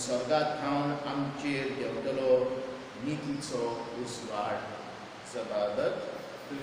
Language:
Konkani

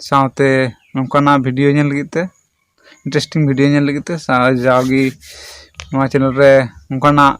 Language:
Santali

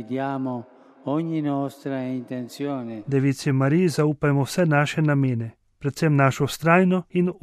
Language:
Slovenian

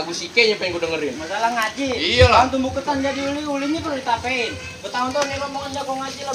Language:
Betawi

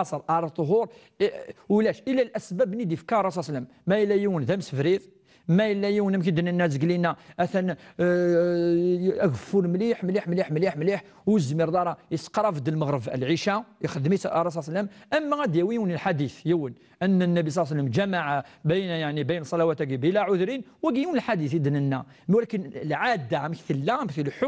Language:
Kabyle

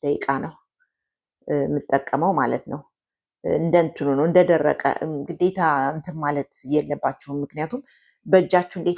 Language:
Amharic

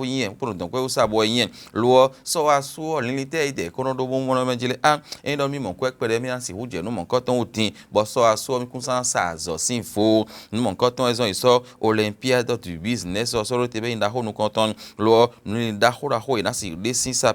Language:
Fon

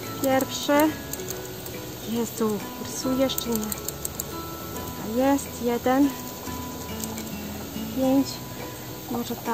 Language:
Polish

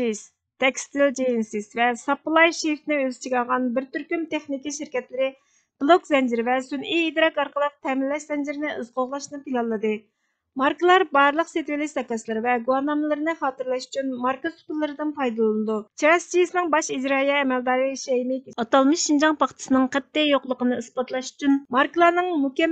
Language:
Uyghur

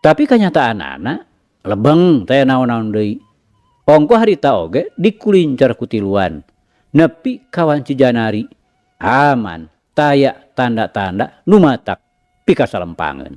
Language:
Sundanese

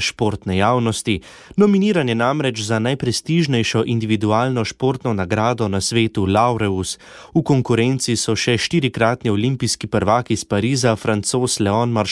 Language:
Slovenian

